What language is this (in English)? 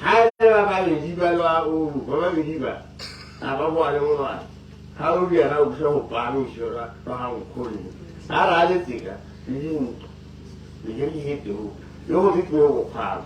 Tswana